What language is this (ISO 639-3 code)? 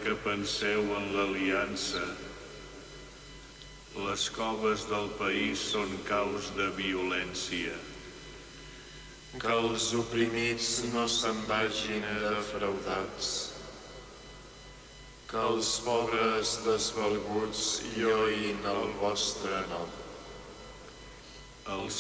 cat